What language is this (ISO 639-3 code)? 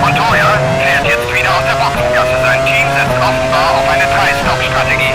bar